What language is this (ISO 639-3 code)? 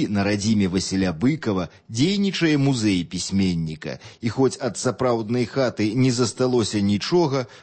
bel